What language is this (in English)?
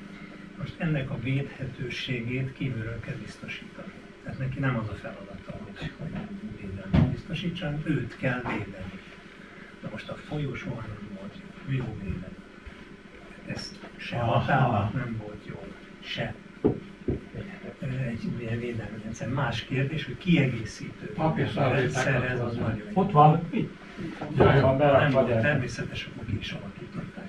Hungarian